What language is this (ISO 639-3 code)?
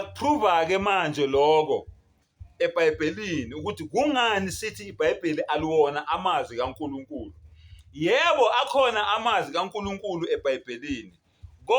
zul